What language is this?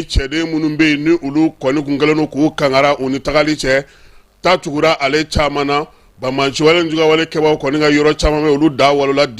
Bambara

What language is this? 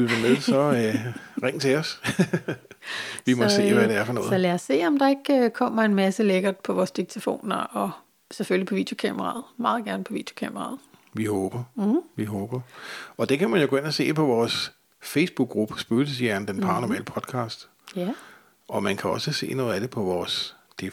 Danish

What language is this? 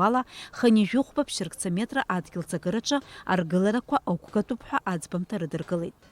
Abkhazian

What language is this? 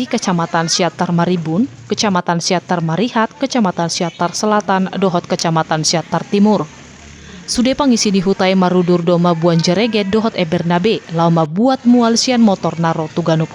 Batak Toba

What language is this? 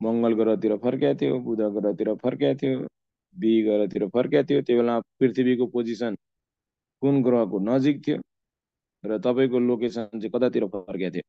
Nepali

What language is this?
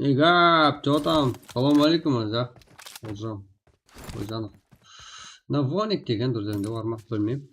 Kara-Kalpak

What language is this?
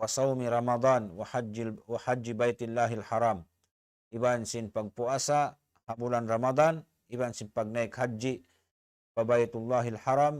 Tausug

